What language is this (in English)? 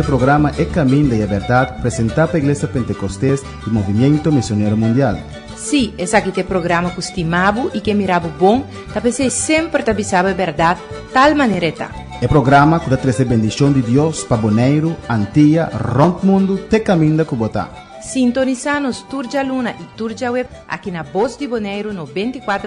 Papiamento